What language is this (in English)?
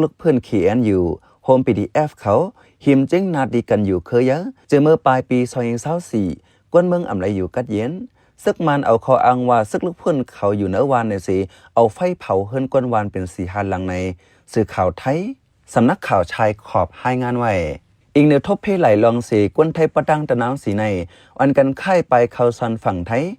Shan